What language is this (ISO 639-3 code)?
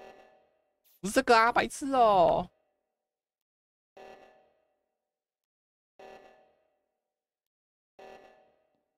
zho